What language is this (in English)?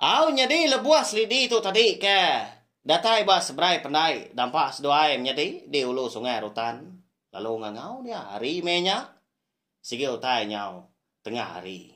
Iban